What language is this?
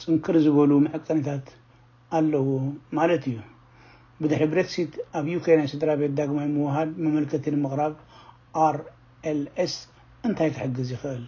Tigrinya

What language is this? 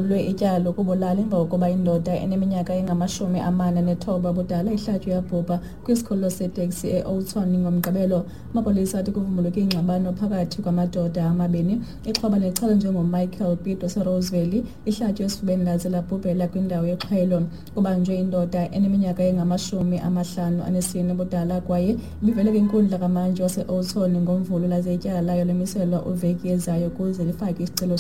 Xhosa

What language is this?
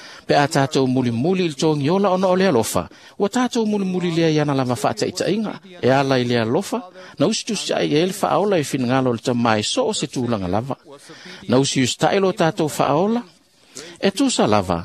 Samoan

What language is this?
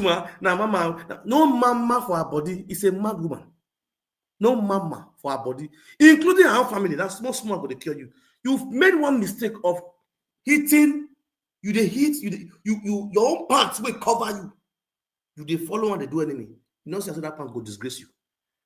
Nigerian Pidgin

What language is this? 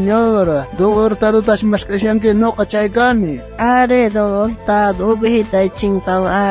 South Bolivian Quechua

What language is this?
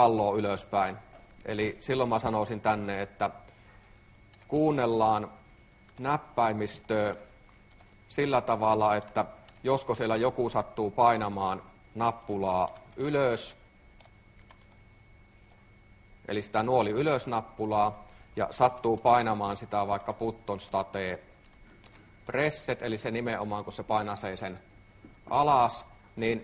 Finnish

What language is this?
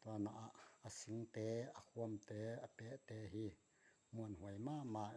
Tedim Chin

